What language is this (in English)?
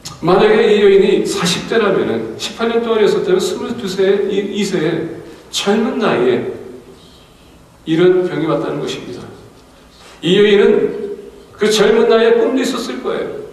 Korean